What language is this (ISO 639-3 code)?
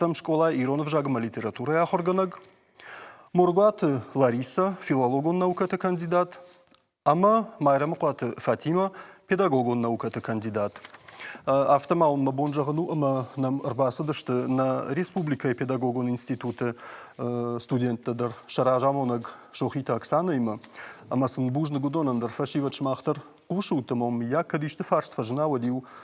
oss